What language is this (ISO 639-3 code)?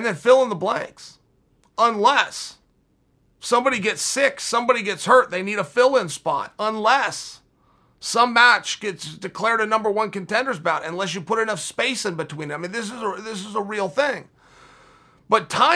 eng